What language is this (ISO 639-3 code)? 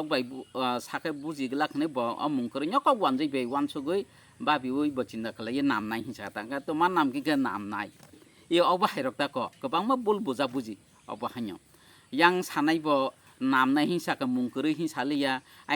trp